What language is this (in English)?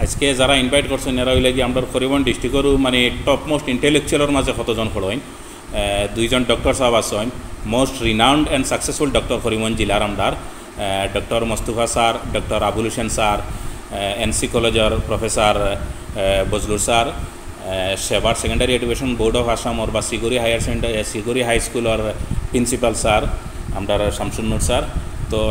Sylheti